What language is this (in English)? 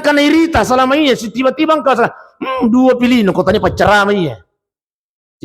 Buginese